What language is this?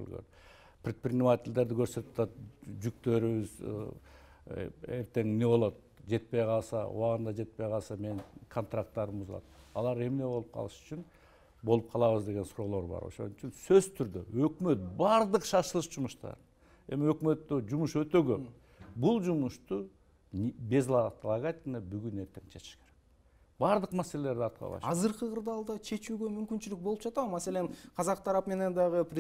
Kyrgyz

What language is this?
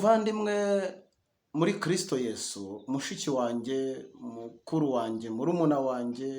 Kinyarwanda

